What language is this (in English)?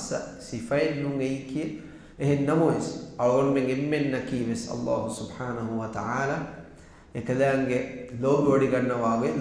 Divehi